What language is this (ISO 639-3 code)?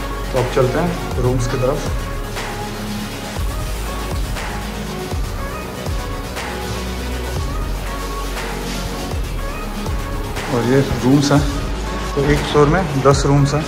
hin